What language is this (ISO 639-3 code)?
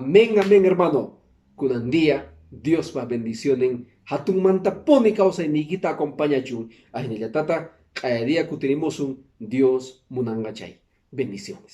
que